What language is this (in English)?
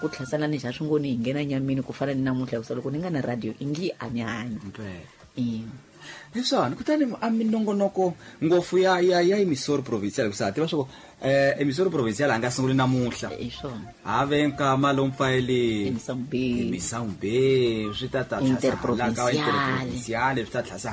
Tsonga